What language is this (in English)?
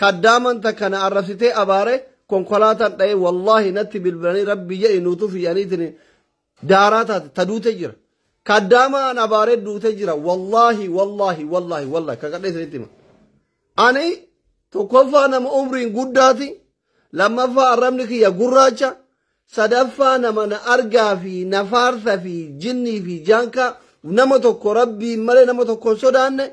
Oromo